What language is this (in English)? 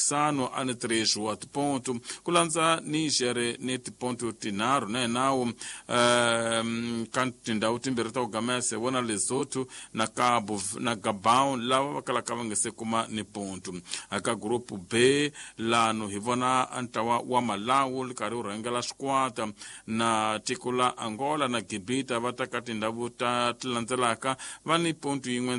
Tsonga